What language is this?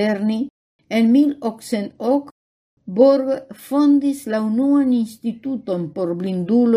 Esperanto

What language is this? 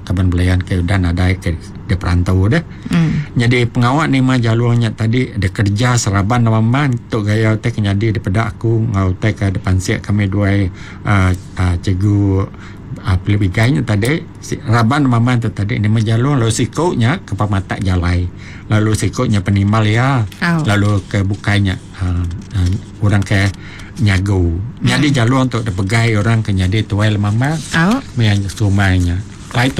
Iban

